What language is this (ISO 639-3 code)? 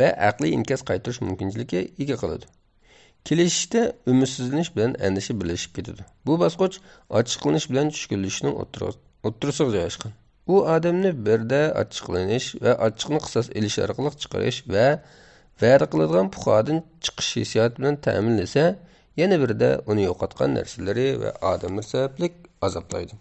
uig